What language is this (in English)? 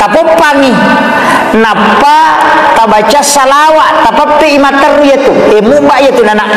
Buginese